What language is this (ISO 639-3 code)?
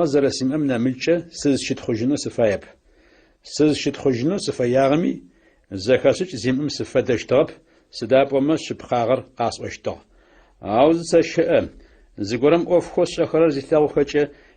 ady